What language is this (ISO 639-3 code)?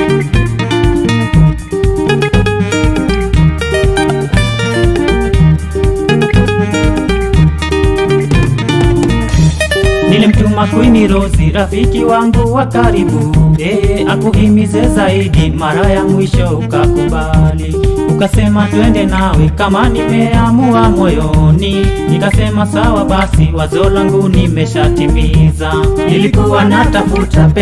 swa